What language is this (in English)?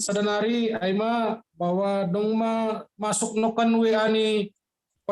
Batak Simalungun